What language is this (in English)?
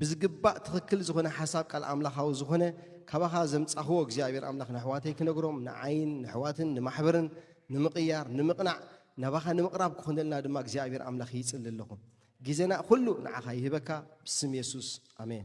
Tigrinya